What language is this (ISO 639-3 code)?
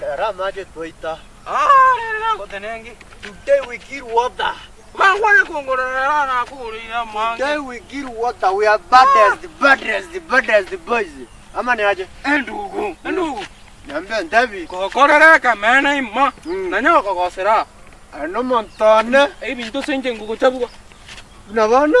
guz